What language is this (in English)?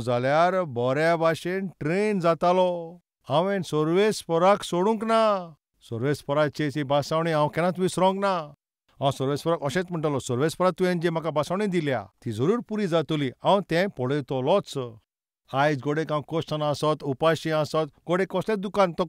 Konkani